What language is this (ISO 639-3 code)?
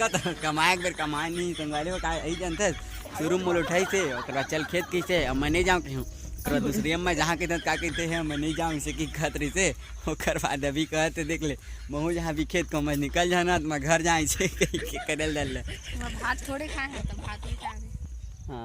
hne